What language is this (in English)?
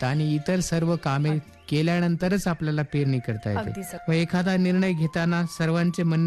Marathi